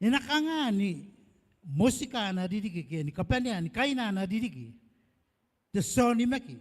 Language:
Gilbertese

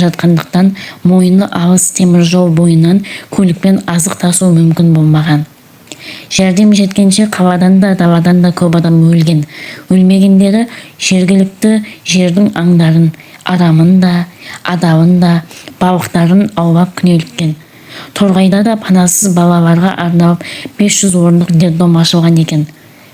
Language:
Kazakh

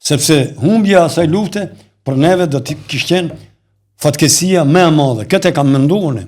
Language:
Albanian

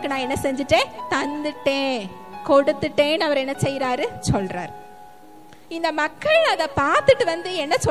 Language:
Tamil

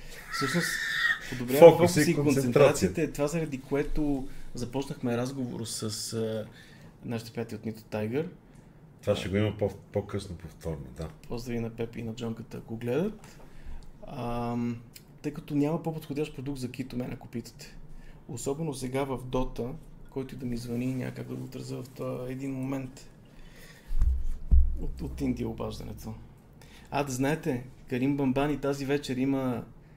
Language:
Bulgarian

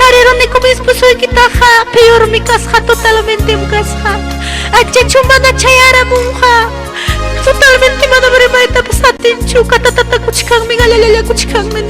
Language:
Ayacucho Quechua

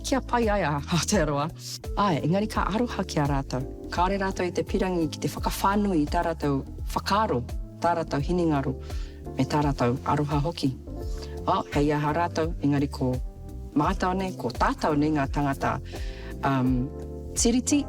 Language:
Māori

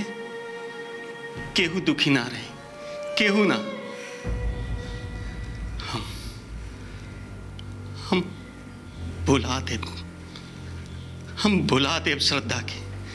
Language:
Bhojpuri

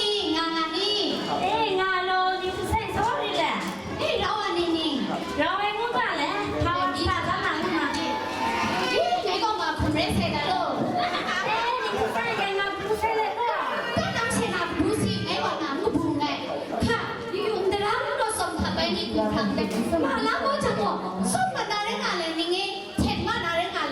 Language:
Kachin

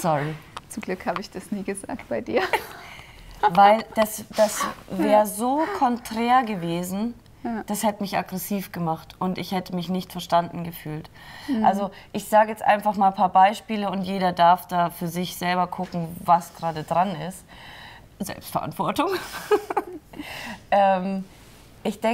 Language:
German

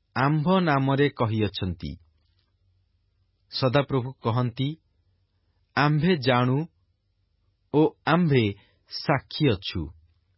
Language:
Odia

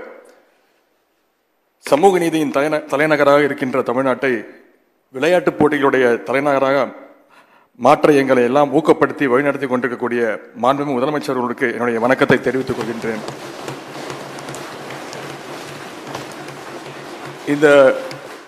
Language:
Tamil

